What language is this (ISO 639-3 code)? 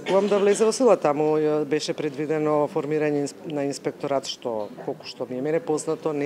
mkd